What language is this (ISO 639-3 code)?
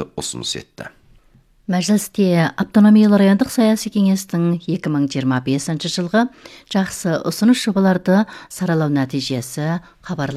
kaz